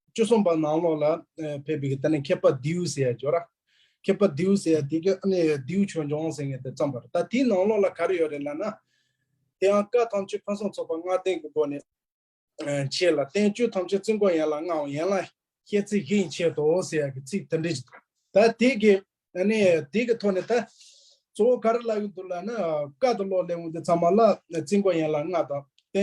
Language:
Tibetan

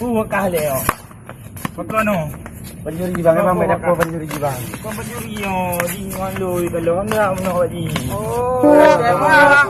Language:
Achinese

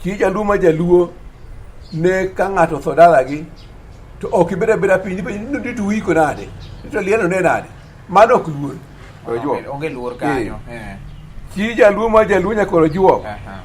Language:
Luo (Kenya and Tanzania)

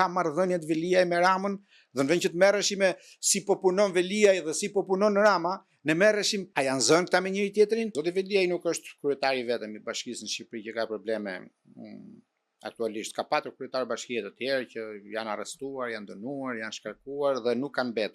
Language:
Albanian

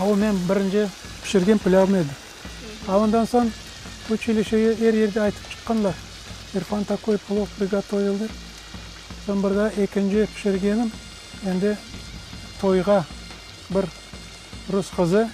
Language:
Crimean Tatar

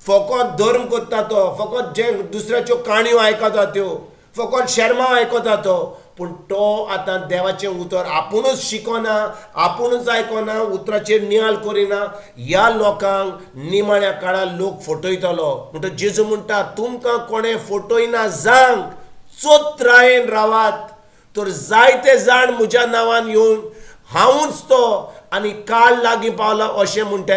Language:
Konkani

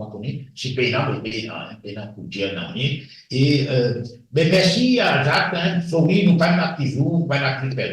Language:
Morisyen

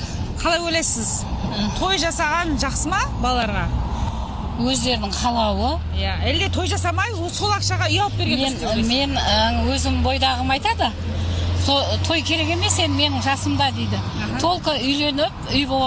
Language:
Kazakh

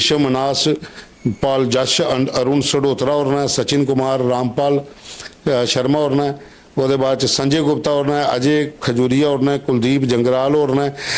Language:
Dogri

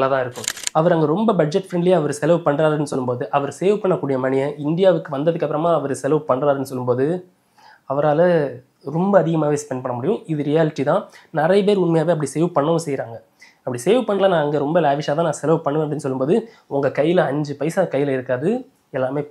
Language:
Tamil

